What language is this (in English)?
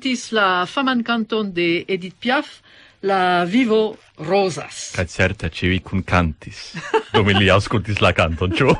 Esperanto